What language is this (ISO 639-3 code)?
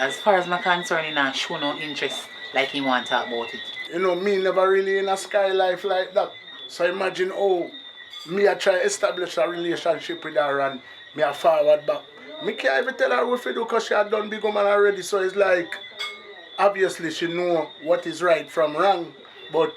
jam